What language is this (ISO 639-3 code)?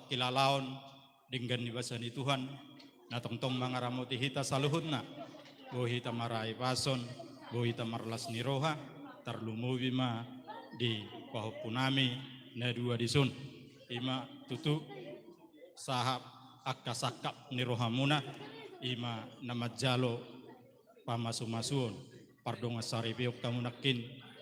bbc